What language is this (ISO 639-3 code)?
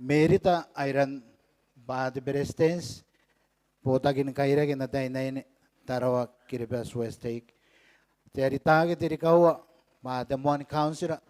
gil